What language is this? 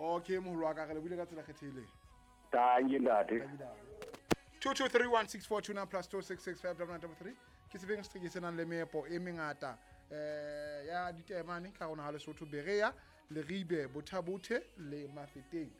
Southern Sotho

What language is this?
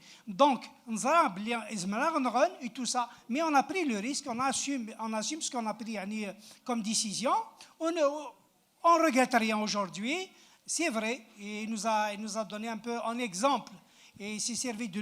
Kabyle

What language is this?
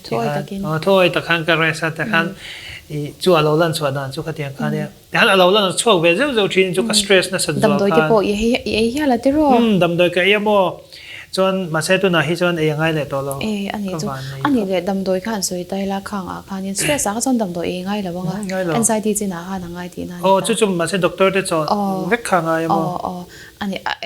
Mizo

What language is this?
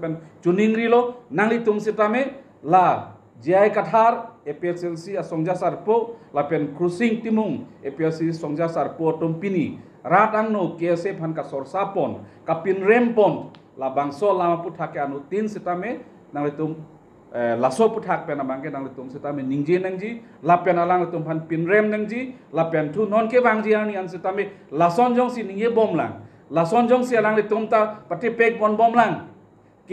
Karbi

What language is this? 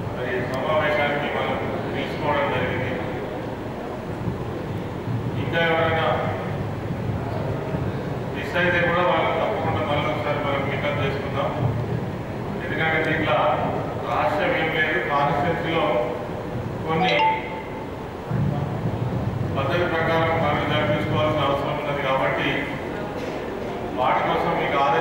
Telugu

